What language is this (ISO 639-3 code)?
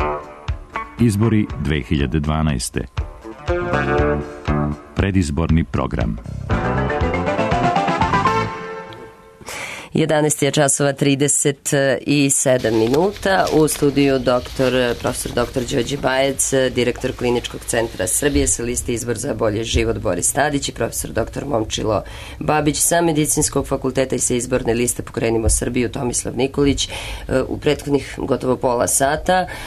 srp